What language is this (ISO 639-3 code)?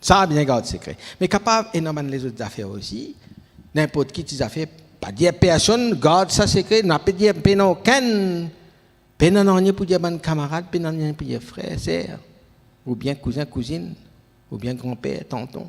mfe